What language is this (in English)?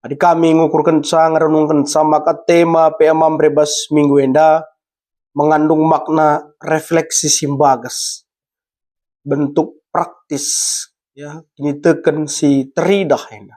Batak Karo